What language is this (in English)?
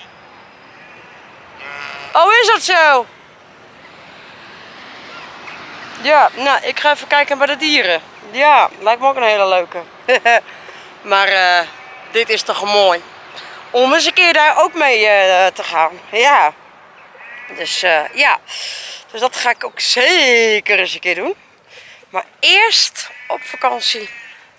Dutch